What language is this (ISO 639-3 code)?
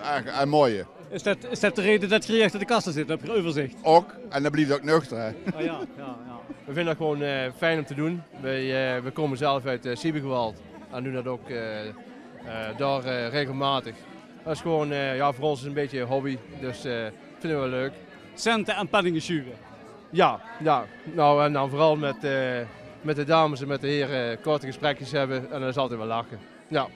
lim